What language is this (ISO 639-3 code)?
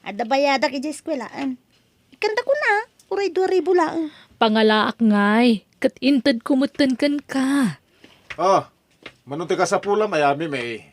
ilo